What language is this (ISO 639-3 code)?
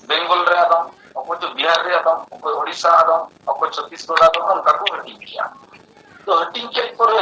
sat